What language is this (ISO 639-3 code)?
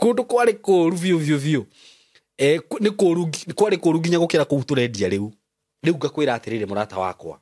kik